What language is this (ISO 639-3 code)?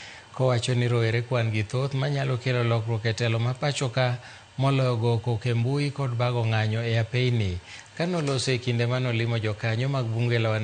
luo